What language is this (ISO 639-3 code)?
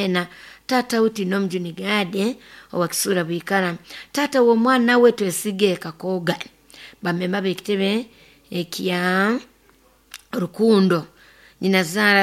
nyo